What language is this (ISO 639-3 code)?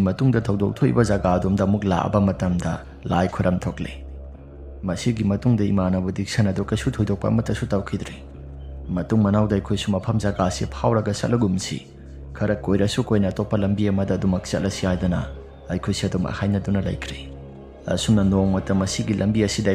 mni